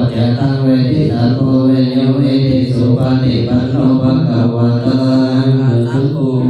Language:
Pali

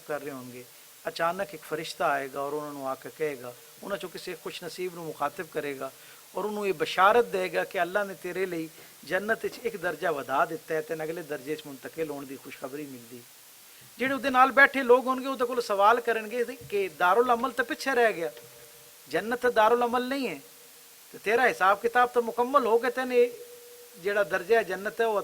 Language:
Western Panjabi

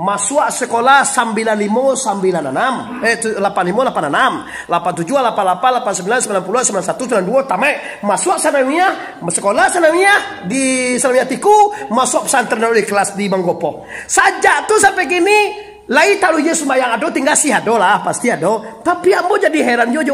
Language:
Minangkabau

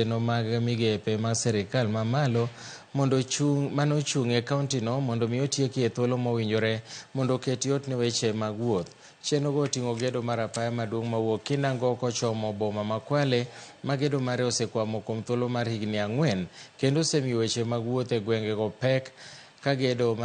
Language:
Luo (Kenya and Tanzania)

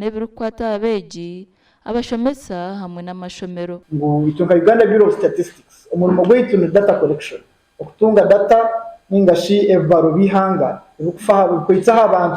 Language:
Nyankole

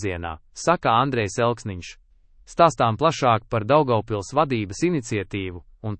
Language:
Latvian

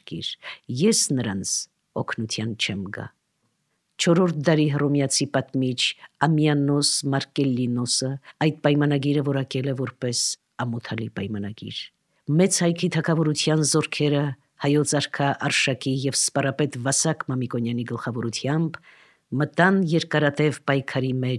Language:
Armenian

